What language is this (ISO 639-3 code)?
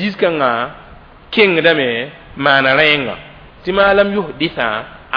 mos